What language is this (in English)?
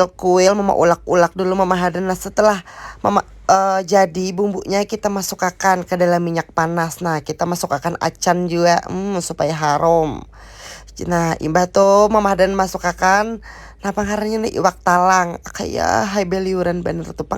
Banjar